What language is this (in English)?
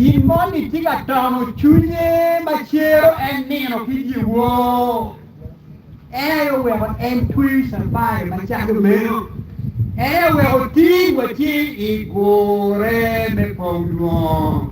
Acoli